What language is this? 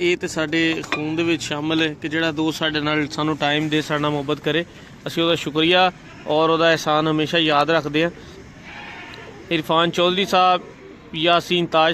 Punjabi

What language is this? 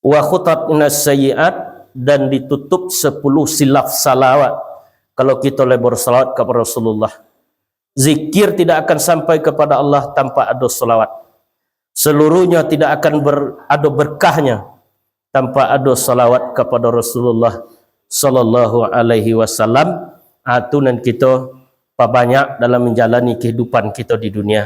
Minangkabau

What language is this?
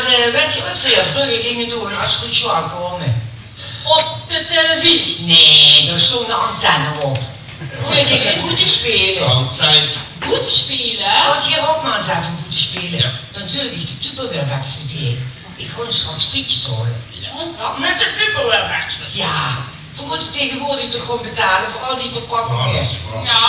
Limburgish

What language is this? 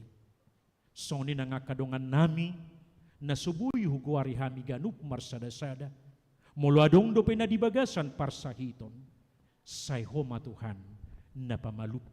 Batak Toba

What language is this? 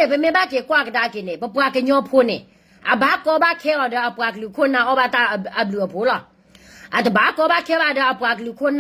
S'gaw Karen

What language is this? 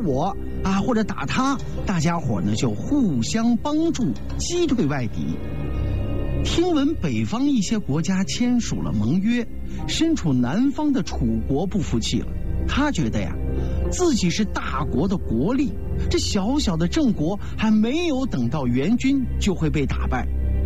Chinese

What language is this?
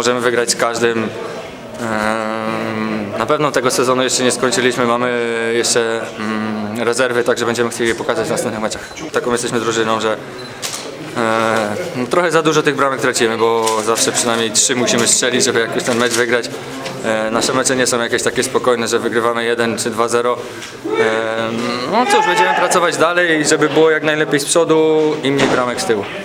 Polish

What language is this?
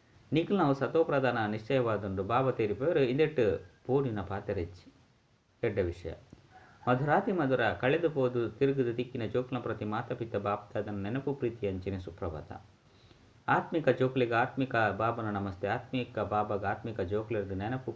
Tulu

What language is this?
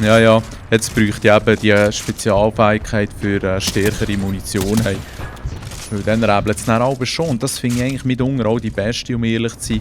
Swiss German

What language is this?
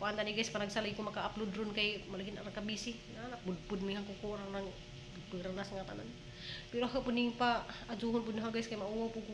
Cebuano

